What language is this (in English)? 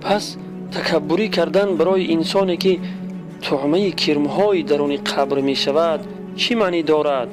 Tajik